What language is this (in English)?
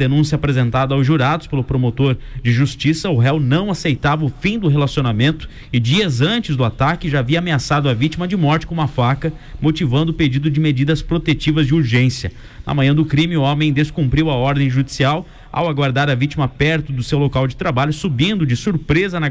Portuguese